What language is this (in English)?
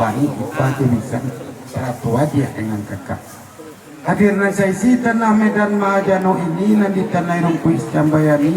Minangkabau